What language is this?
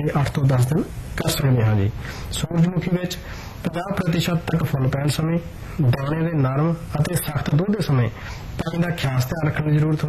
Punjabi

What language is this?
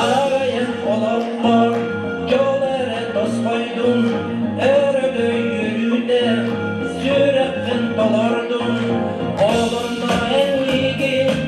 Yakut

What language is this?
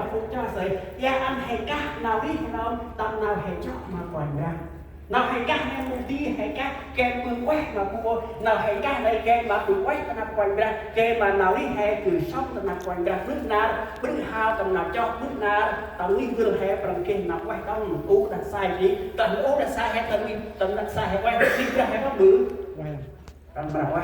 Central Mnong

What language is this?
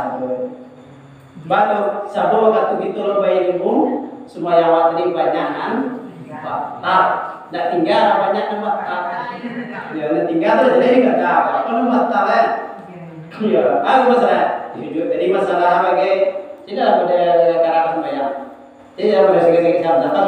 Minangkabau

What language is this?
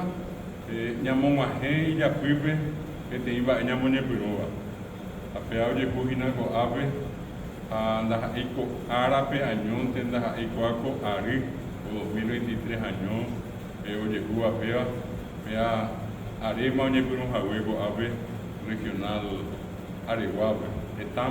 Guarani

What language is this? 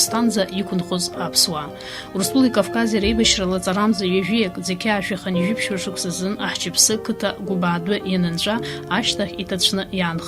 Abkhazian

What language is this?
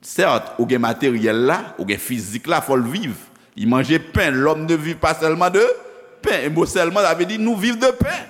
Haitian Creole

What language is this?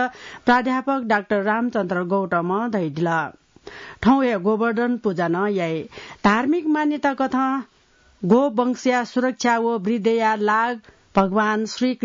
Newari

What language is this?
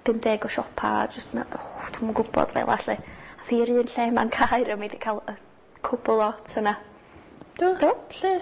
Welsh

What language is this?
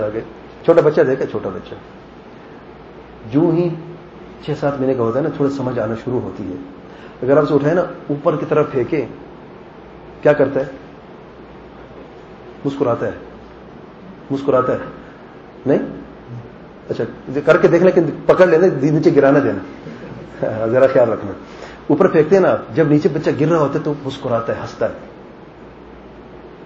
Urdu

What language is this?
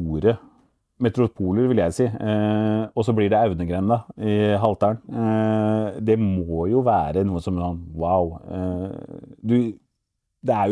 Norwegian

